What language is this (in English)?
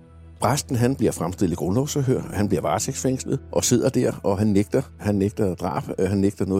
Danish